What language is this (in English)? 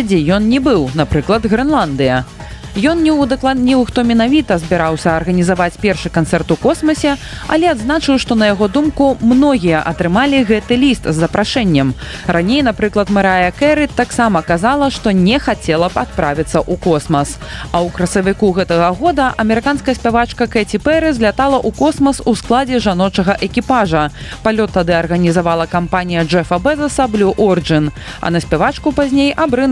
Belarusian